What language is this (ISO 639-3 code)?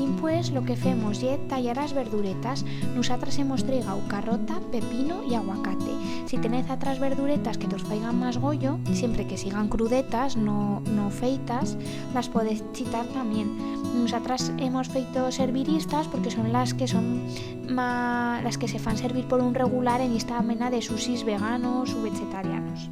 arg